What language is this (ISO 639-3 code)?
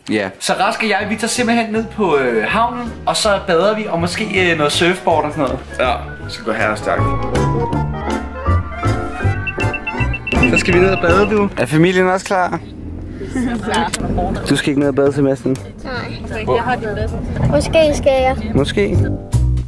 dan